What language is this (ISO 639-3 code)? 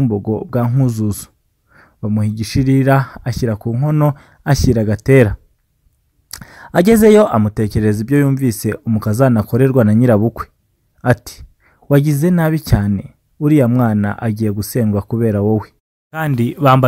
kin